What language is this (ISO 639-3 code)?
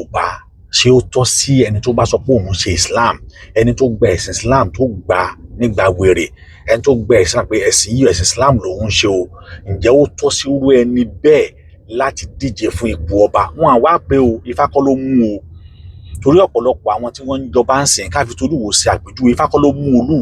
yor